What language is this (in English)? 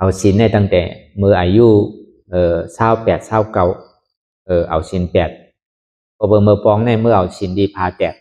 Shan